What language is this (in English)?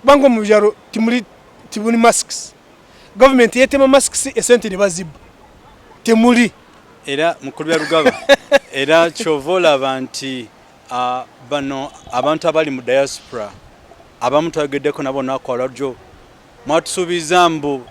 Ganda